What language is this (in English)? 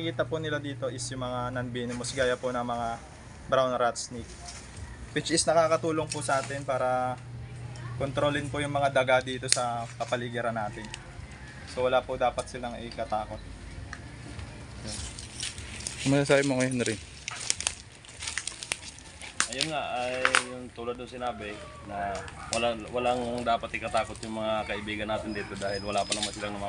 Filipino